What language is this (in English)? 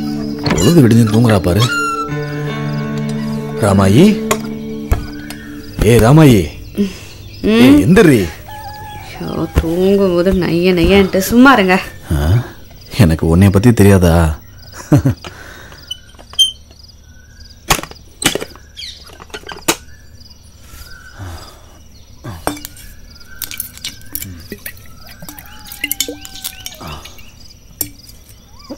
Tamil